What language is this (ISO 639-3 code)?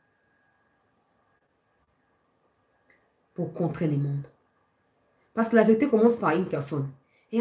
fra